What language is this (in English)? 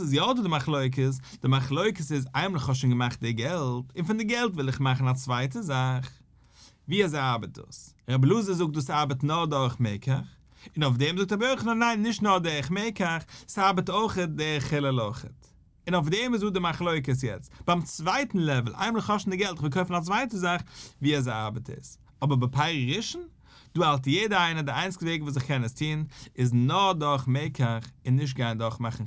Yiddish